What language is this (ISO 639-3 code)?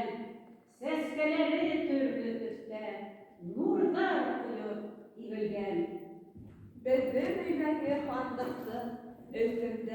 bak